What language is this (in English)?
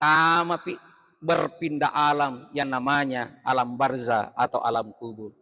Buginese